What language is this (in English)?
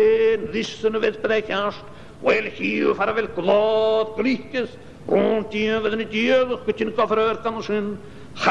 Scottish Gaelic